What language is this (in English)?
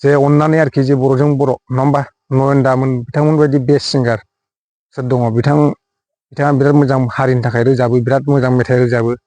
Bodo